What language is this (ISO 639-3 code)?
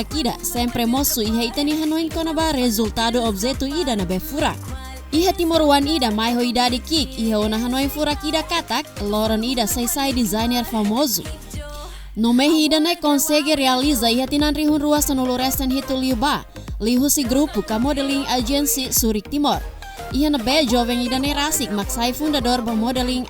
tet